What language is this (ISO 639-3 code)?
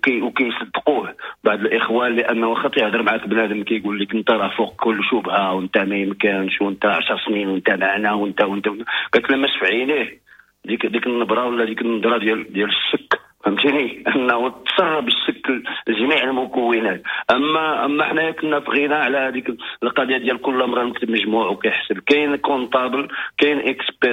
ary